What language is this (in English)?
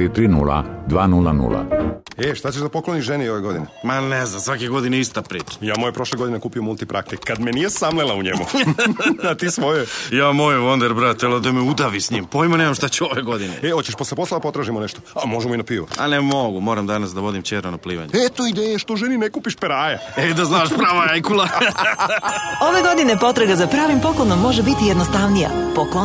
Serbian